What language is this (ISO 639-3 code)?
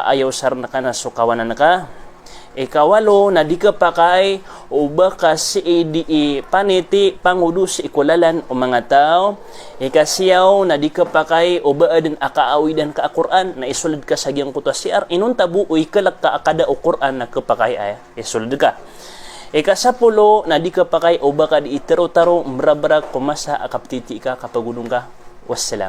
mrw